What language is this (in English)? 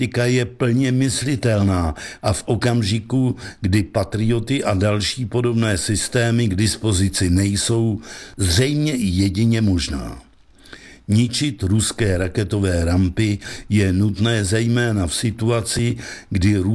Czech